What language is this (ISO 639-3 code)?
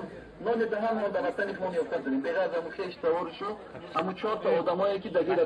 tgk